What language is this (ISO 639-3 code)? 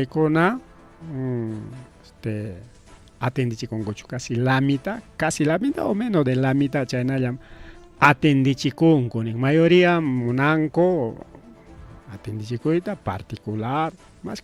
quy